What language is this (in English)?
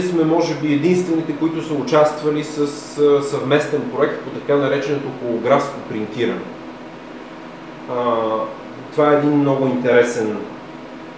Bulgarian